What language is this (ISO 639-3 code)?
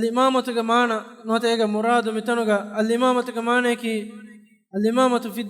div